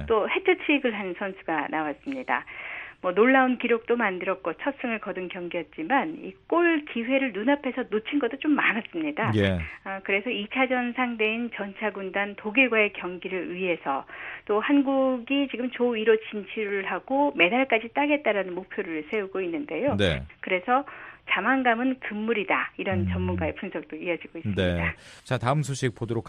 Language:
Korean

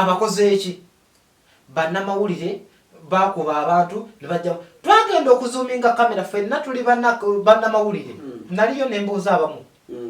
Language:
Ganda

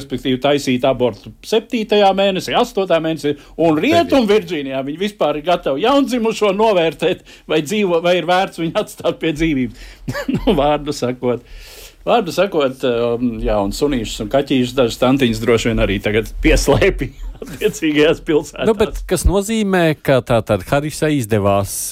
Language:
Latvian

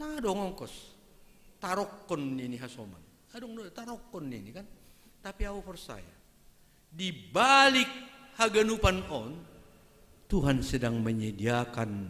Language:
Batak Simalungun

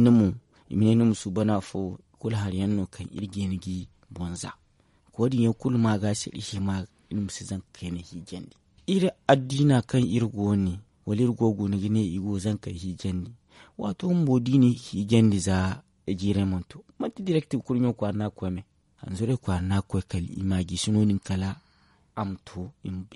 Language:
Zarma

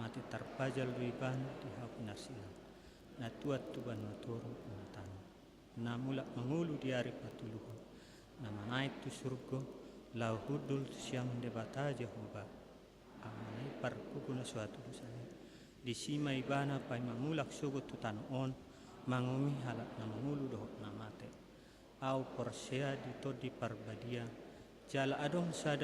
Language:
Batak Toba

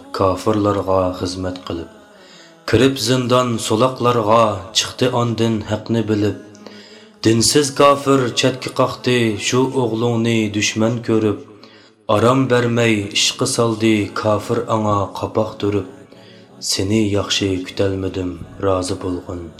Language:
Uyghur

